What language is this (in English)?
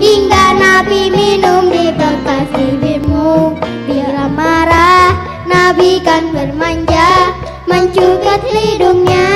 Betawi